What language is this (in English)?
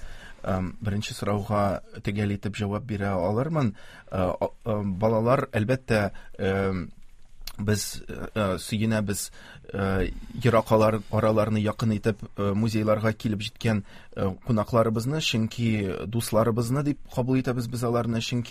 Tatar